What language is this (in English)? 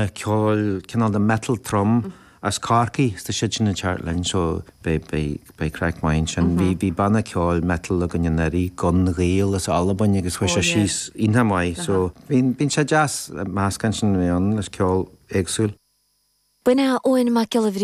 Irish